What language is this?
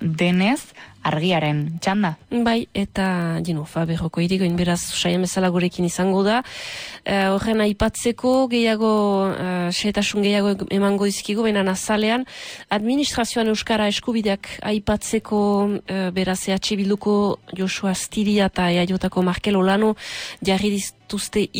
Basque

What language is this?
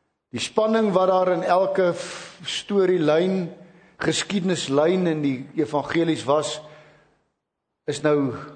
Afrikaans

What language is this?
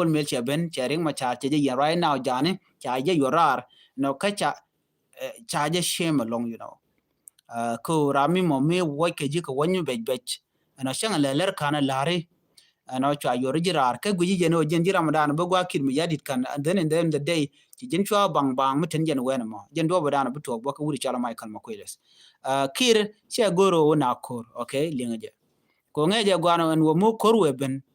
Nuer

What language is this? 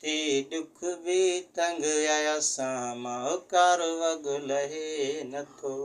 Sindhi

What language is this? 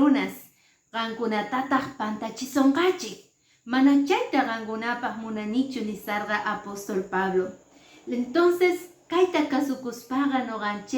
Quechua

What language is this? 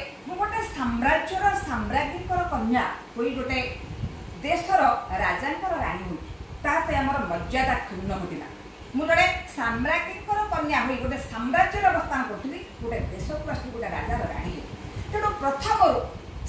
Odia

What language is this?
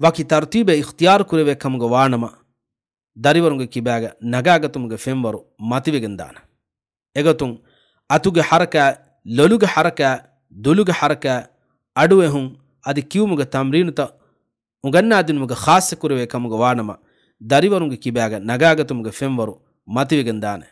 Divehi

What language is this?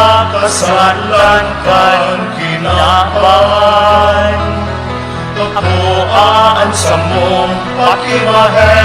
Bikol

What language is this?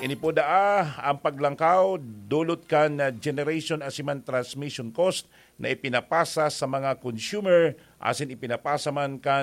Bikol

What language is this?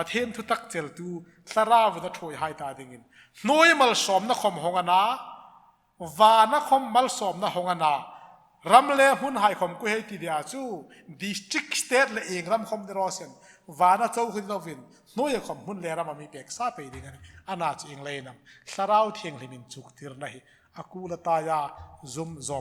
Hmar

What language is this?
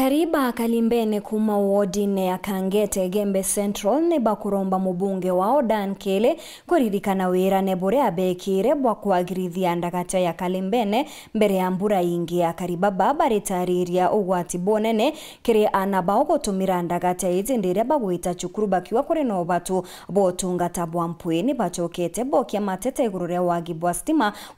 Meru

